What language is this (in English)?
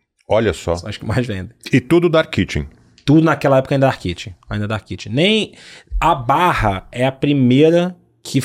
Portuguese